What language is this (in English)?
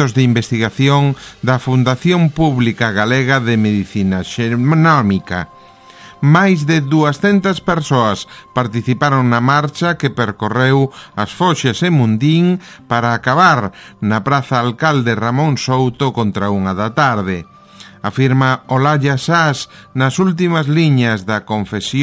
Galician